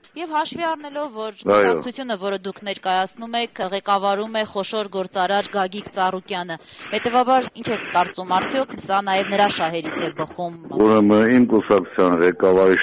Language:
Armenian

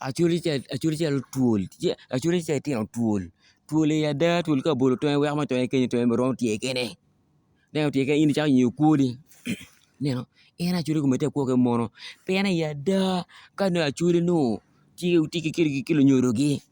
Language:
Acoli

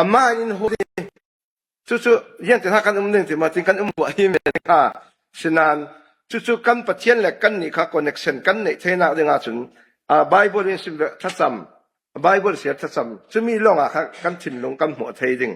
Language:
Falam Chin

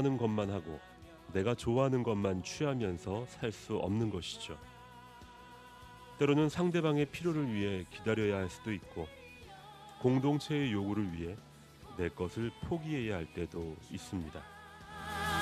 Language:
Korean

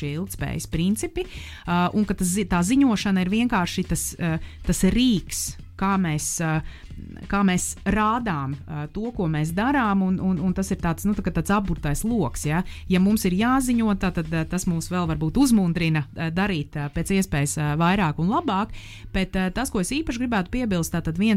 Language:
Latvian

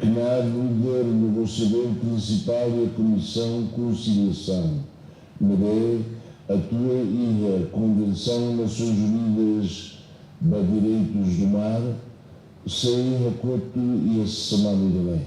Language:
Tetum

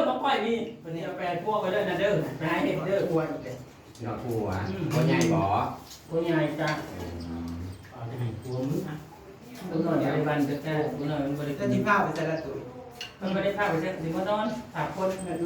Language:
Northeastern Thai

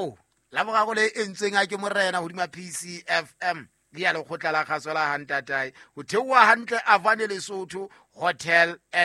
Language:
Southern Sotho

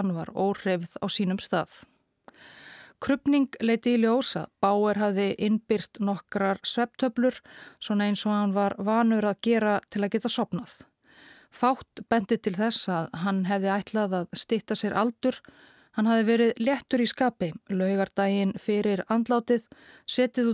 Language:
Icelandic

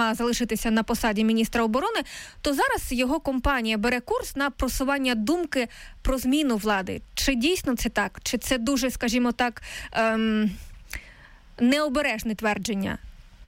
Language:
Ukrainian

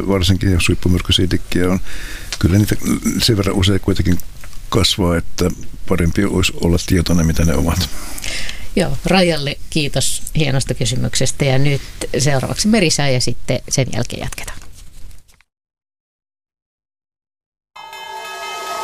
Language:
Finnish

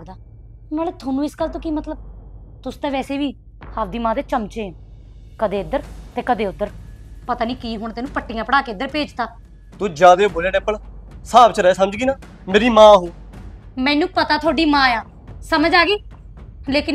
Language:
Punjabi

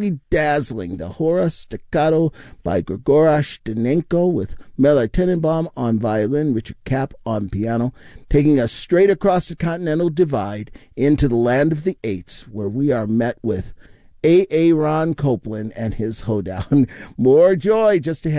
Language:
English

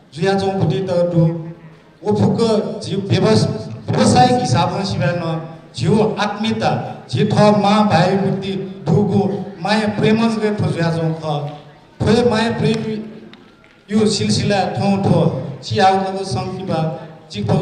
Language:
Newari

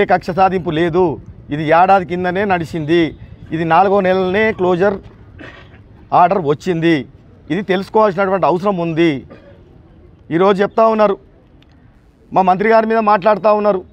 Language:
Telugu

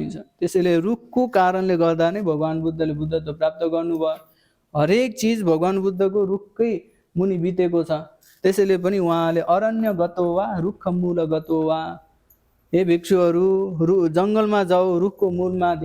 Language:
Nepali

